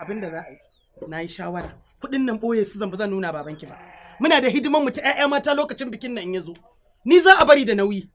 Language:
Hausa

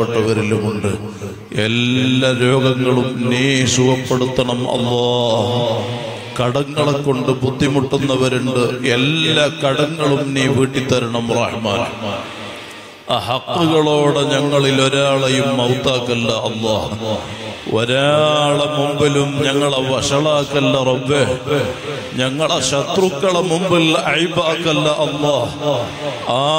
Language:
Malayalam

